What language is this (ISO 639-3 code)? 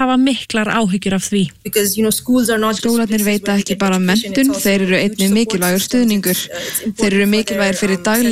isl